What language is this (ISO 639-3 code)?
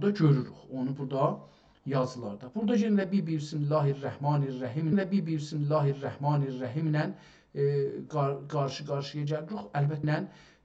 azb